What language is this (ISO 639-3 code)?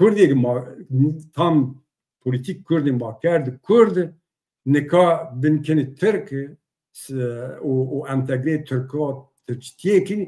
zza